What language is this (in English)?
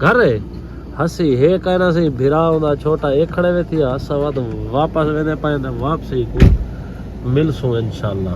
Saraiki